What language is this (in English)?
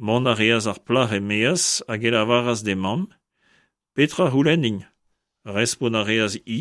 Breton